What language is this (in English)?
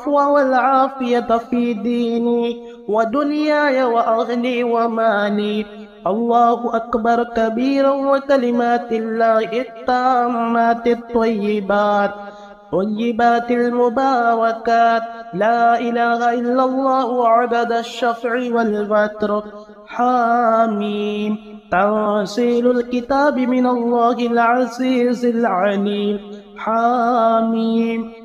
Arabic